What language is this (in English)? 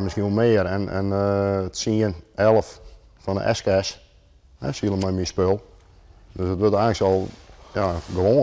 Western Frisian